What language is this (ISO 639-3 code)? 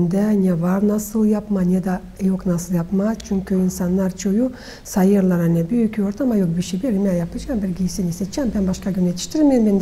gag